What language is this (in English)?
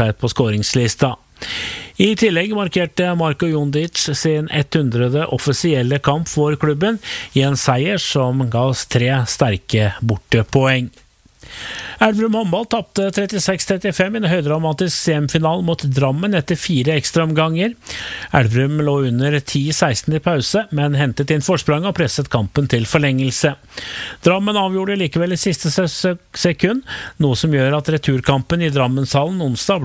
Norwegian